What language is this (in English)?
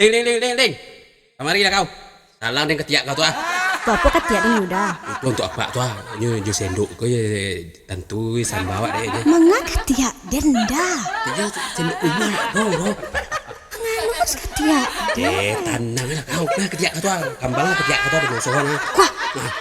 Minangkabau